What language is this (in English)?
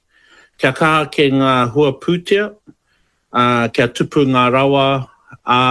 Māori